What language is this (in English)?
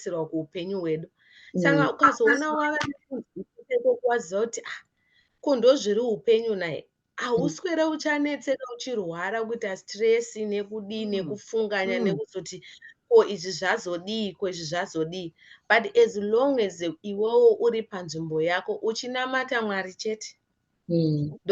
Shona